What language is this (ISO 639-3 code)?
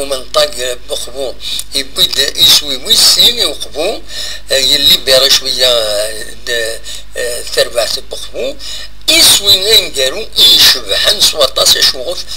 kab